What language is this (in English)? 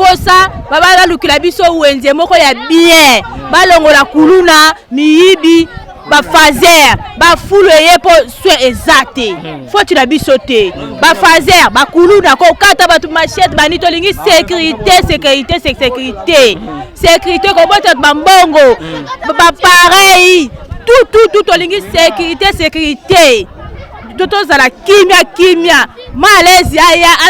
Lingala